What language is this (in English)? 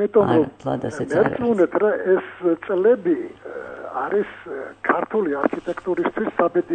Georgian